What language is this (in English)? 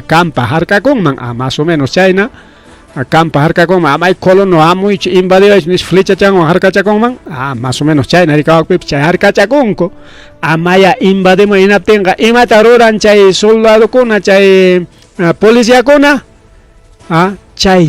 Ayacucho Quechua